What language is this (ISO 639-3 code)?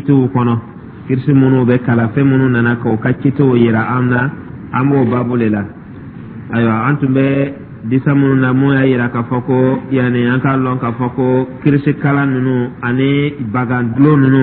dyu